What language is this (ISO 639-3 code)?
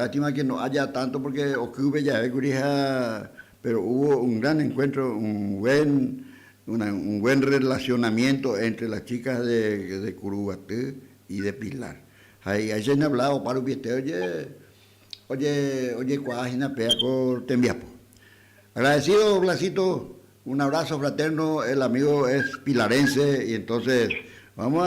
grn